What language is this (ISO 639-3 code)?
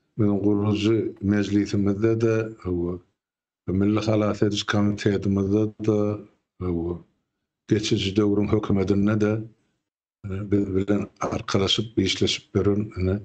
tuk